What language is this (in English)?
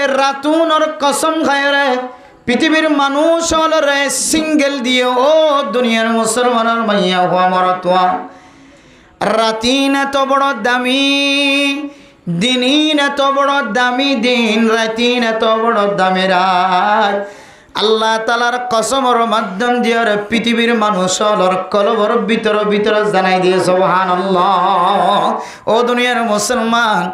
Rohingya